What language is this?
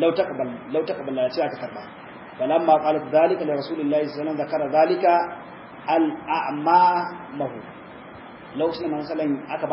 Hausa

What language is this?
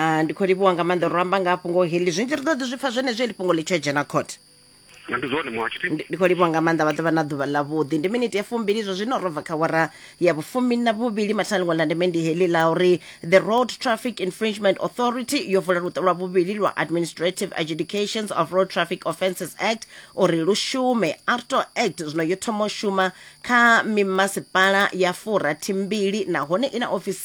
Venda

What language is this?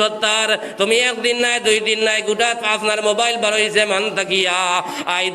Sylheti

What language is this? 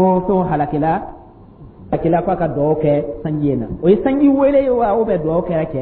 Dyula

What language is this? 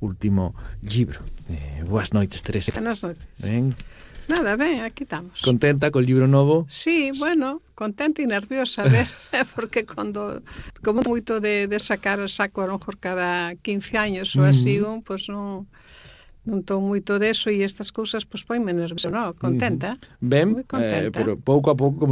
Galician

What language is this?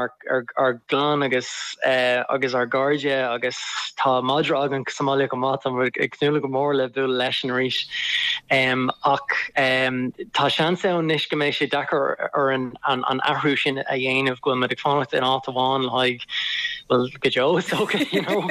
Irish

